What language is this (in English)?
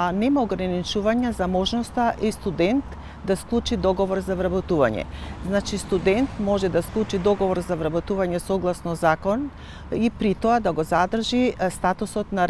Macedonian